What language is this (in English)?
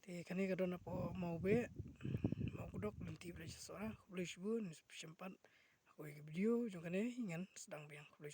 Khasi